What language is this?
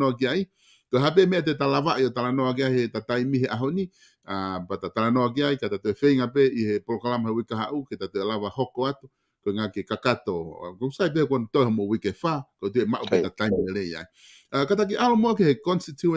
Tongan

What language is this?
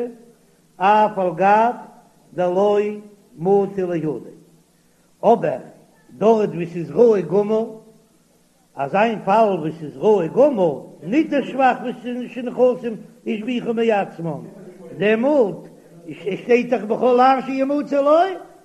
Yiddish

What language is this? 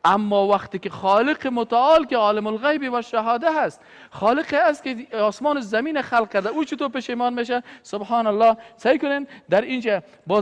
Persian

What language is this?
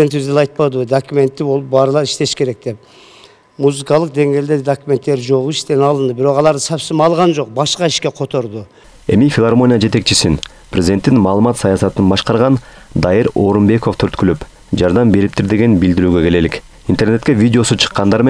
Kyrgyz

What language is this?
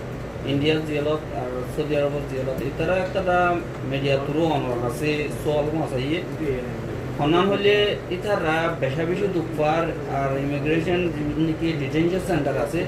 Rohingya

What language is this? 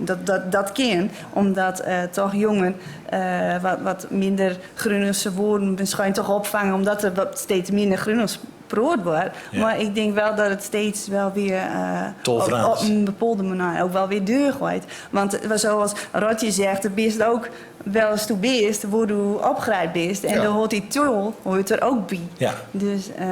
Gronings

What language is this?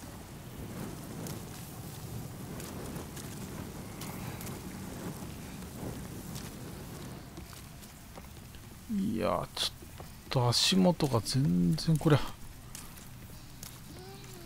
Japanese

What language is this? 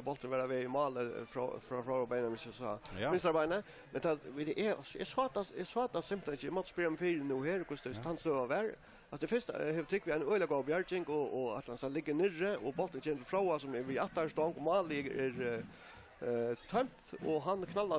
Faroese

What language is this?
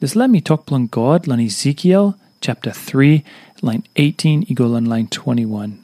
Tok Pisin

